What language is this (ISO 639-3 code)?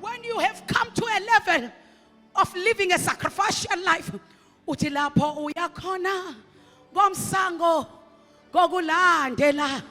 zul